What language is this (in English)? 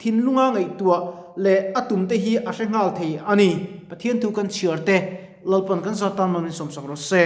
Mizo